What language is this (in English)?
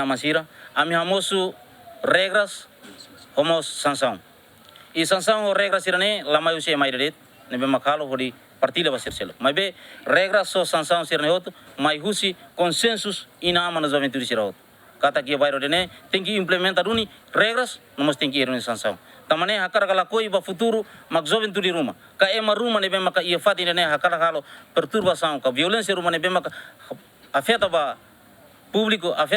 Tetum